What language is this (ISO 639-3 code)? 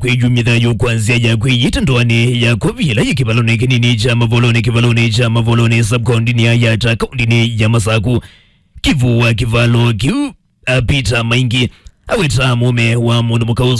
kam